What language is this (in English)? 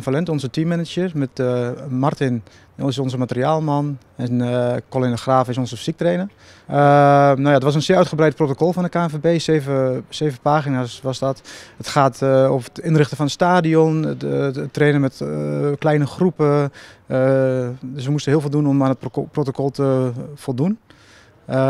Dutch